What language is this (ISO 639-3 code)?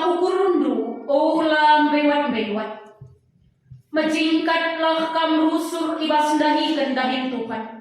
btx